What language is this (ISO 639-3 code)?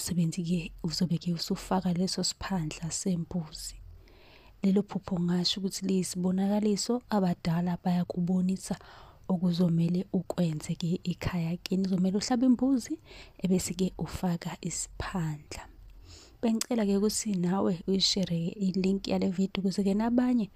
zul